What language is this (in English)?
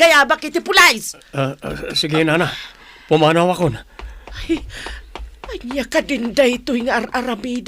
Iloko